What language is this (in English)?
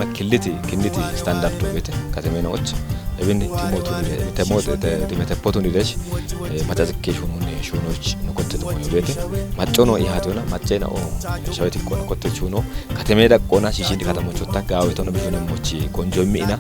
Kafa